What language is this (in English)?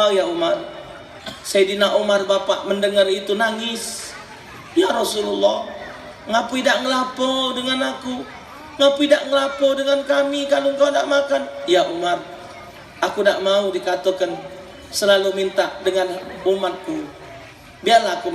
Musi